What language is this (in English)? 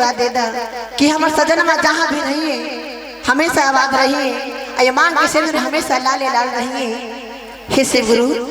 Magahi